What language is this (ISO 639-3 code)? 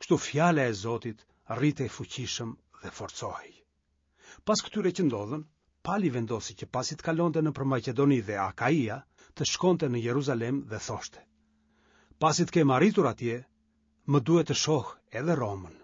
sqi